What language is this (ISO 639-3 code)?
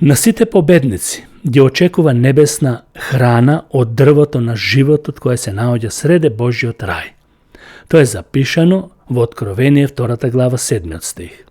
mkd